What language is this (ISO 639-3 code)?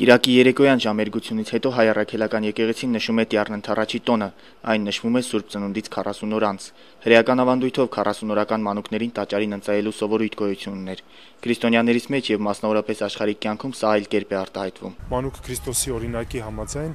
hye